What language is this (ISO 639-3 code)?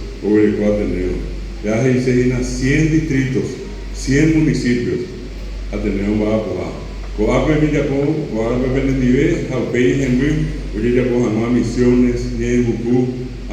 grn